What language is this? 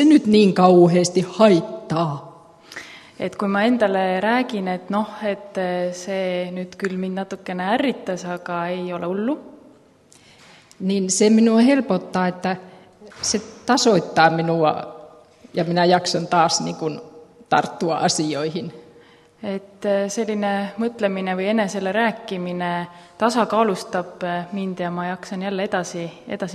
Estonian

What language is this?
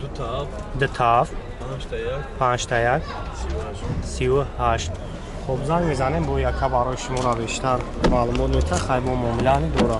Tajik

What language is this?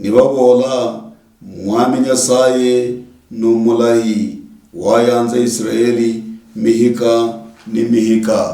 Luyia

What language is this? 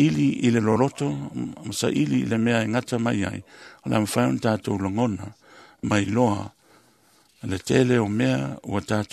Samoan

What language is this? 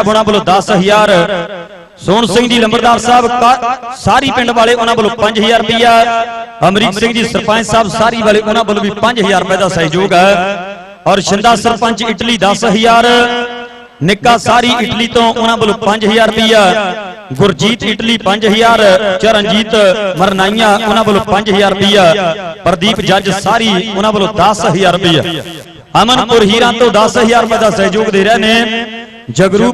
Punjabi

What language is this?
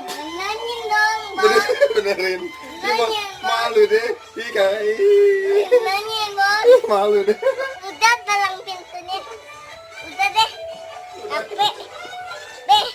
Betawi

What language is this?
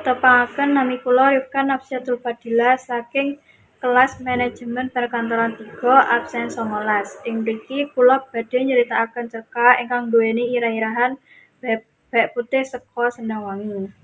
Javanese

